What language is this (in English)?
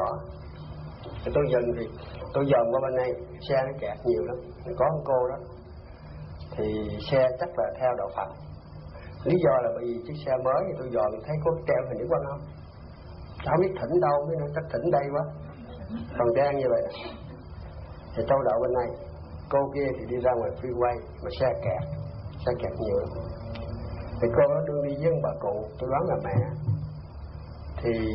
Vietnamese